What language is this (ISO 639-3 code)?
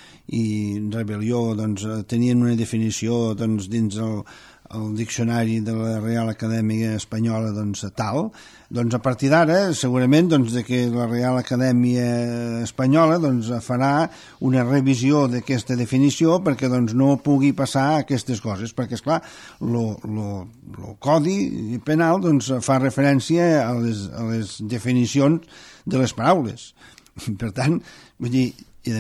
cat